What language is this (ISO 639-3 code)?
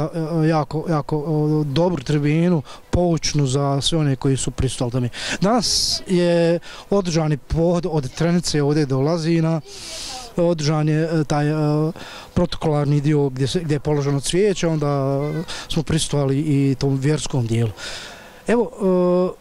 bos